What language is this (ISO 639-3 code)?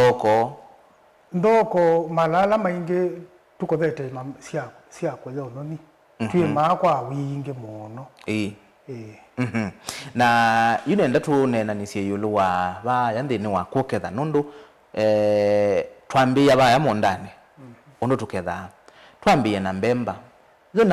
kam